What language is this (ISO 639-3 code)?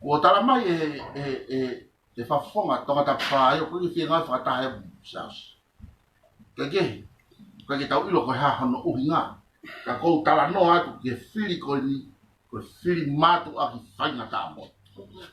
ton